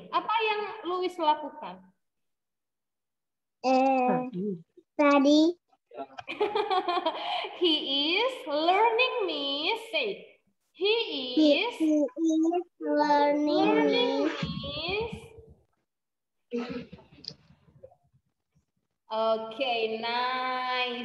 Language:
Indonesian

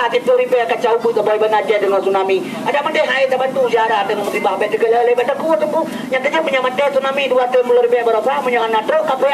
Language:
Achinese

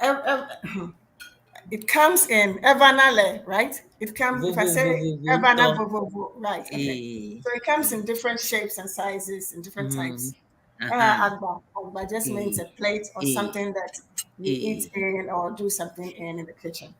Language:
Ewe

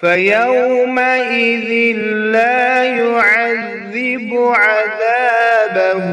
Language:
Kashmiri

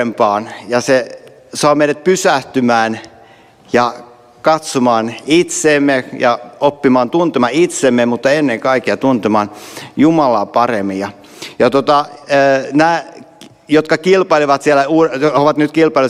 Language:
Finnish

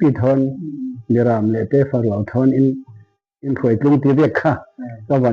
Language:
Falam Chin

